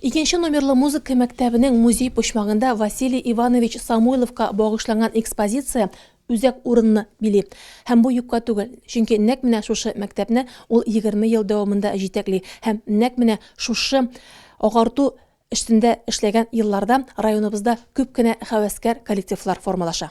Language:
Tatar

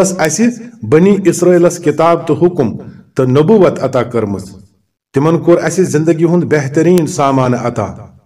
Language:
Kashmiri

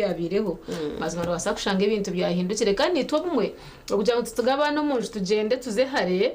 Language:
Nyankole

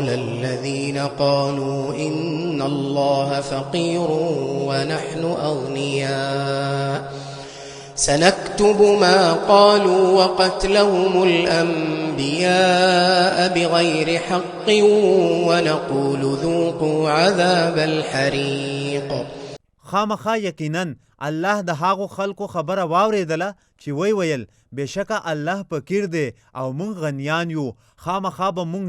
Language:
Pashto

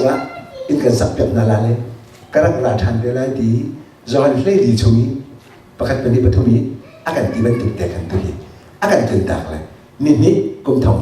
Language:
Hakha Chin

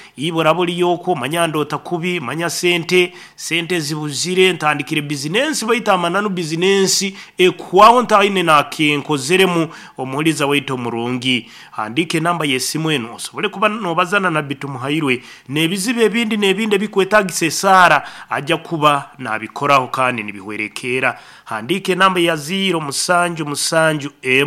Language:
Nyankole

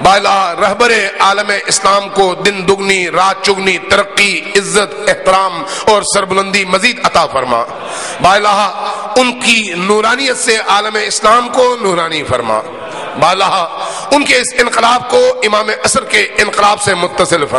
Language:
Urdu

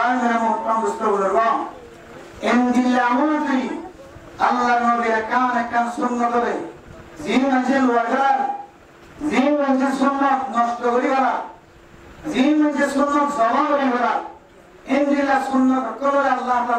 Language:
Rohingya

